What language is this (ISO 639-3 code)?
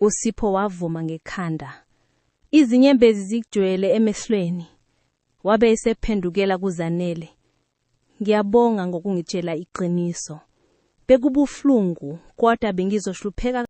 zul